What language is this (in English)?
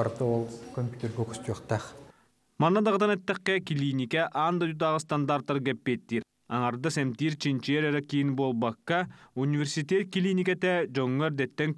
Yakut